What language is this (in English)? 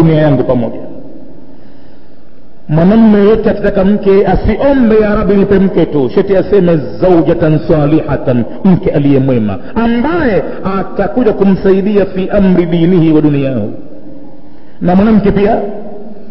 Swahili